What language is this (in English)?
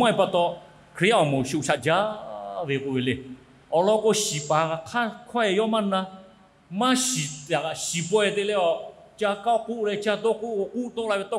Lahu